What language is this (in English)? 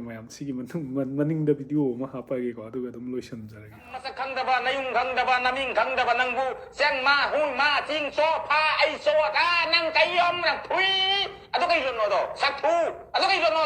Manipuri